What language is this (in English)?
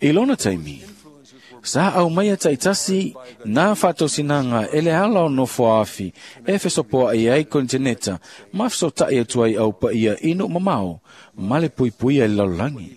Samoan